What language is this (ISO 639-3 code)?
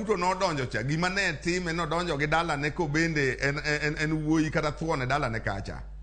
luo